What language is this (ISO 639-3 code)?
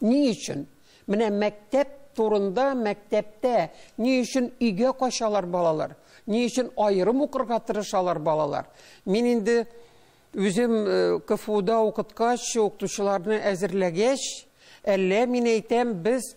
tat